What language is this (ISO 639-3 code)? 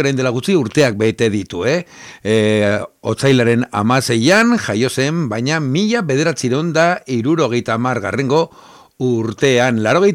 eus